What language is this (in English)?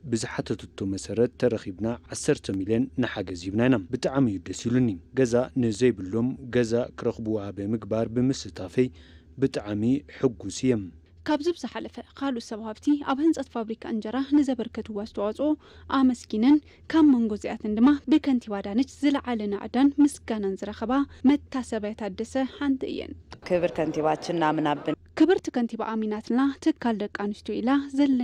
Tigrinya